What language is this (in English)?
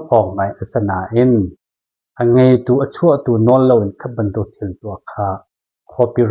Hakha Chin